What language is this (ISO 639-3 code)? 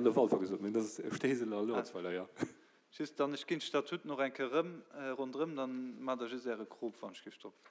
ltz